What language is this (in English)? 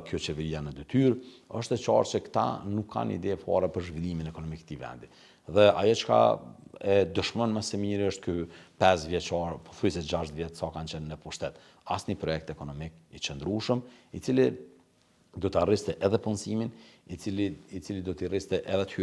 Albanian